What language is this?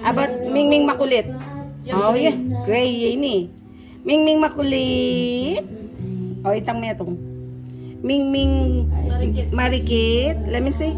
Pampanga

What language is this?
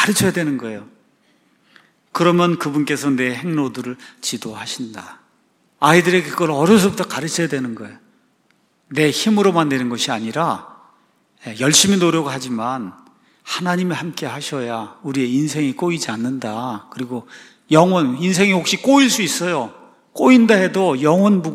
Korean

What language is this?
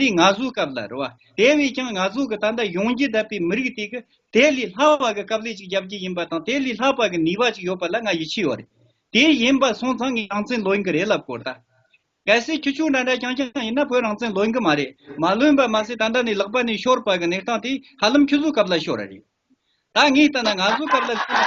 Tibetan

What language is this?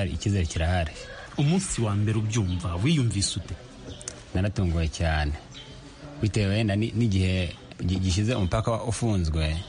Kinyarwanda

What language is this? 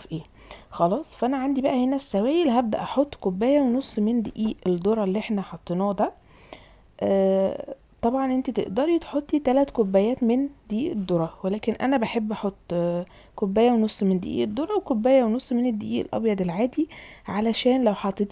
Egyptian Arabic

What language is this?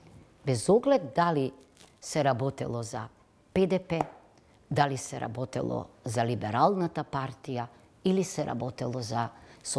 Macedonian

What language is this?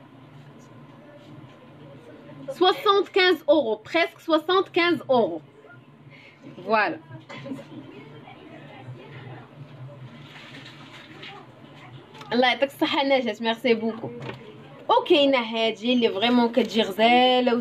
Moroccan Arabic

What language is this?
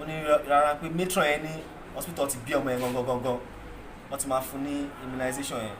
Yoruba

